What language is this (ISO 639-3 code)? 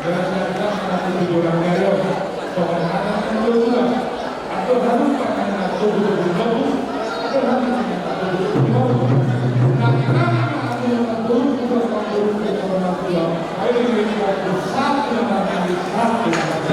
bbc